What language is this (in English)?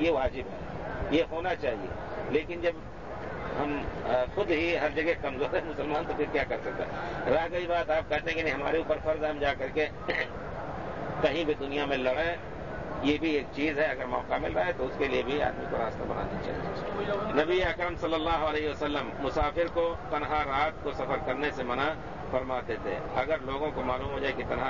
Urdu